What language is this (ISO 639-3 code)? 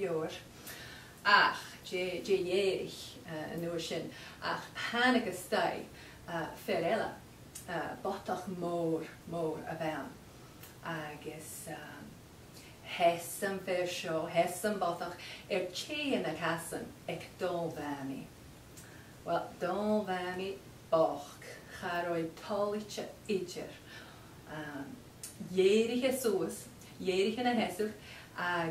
gla